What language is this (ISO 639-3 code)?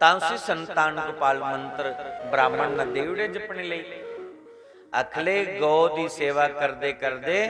doi